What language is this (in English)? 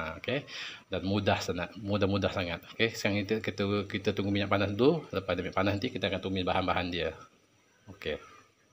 Malay